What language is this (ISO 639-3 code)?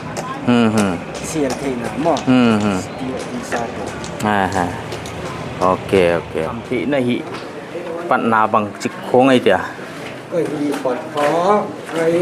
pck